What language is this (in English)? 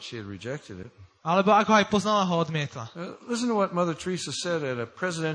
Slovak